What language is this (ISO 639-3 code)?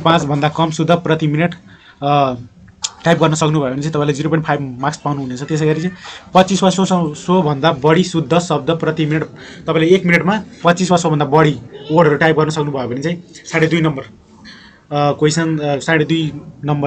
nep